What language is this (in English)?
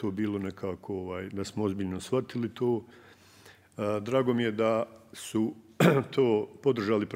Bosnian